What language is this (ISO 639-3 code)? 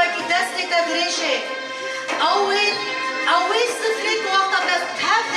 kur